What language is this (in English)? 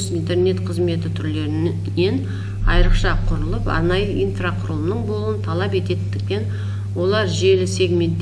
Kazakh